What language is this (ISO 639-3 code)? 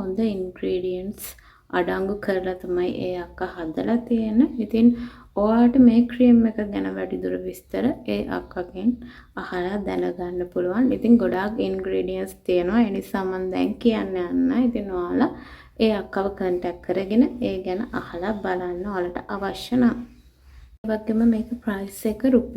sin